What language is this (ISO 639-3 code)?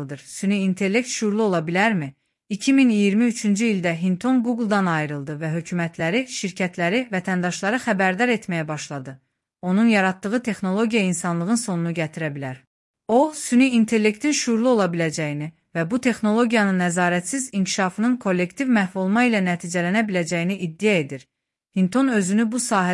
aze